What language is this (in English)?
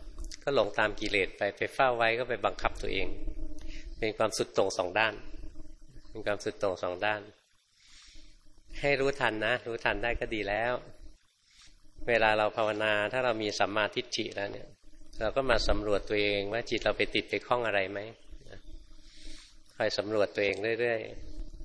Thai